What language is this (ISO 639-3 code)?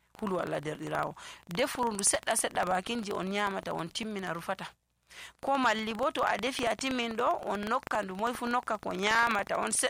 fuv